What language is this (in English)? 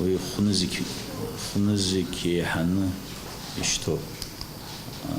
Abkhazian